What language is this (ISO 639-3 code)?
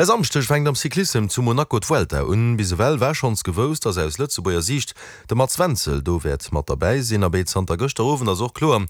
ltz